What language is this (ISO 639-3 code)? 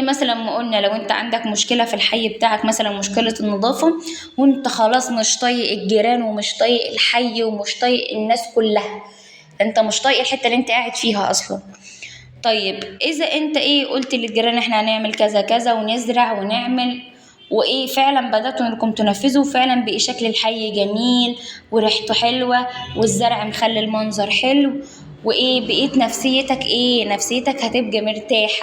arz